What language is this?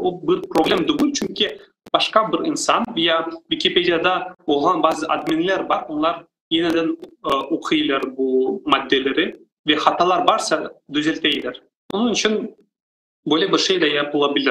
Crimean Tatar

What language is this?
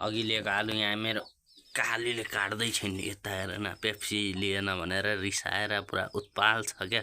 Nepali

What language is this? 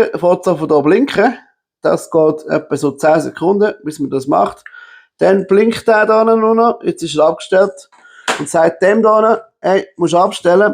Swiss German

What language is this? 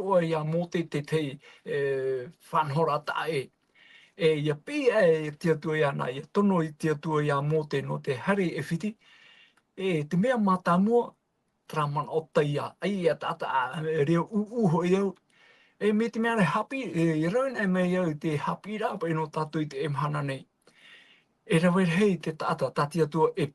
Tahitian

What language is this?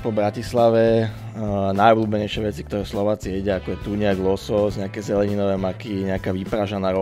Slovak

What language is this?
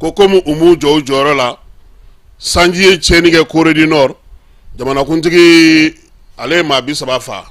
Bambara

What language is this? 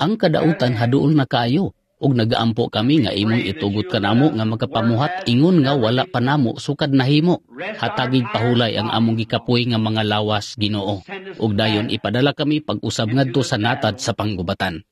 Cebuano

